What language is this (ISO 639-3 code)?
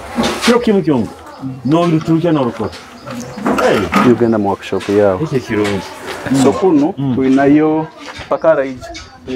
nyo